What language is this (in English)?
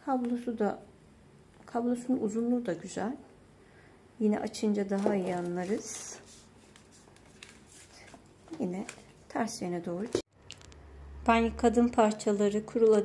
Turkish